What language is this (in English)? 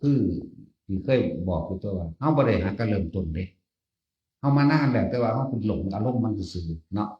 Northeastern Thai